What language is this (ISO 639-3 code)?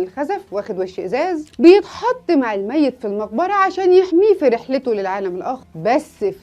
arz